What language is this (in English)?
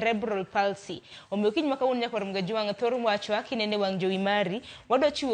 Luo (Kenya and Tanzania)